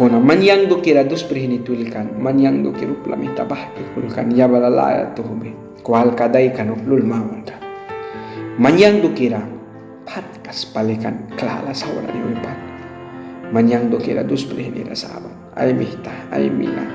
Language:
Mískito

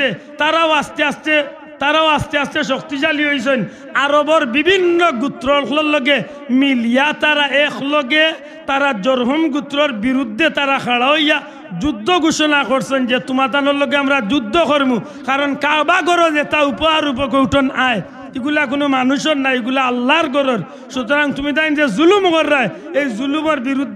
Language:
Sylheti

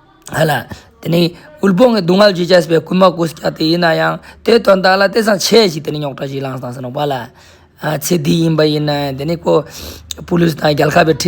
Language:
Ladakhi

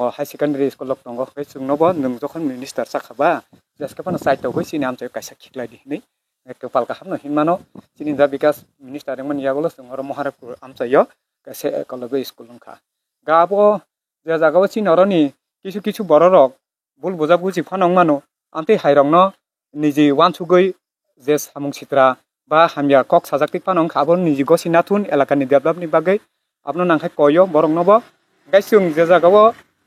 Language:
Kok Borok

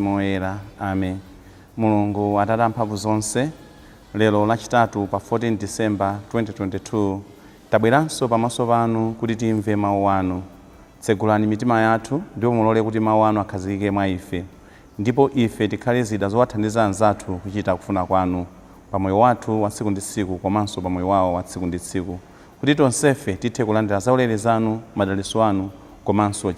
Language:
Nyanja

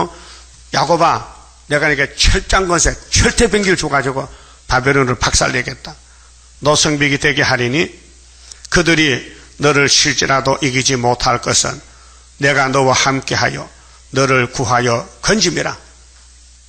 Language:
Korean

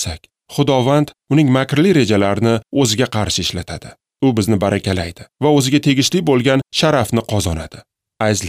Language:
Uzbek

